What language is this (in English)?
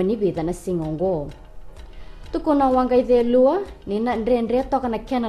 Fijian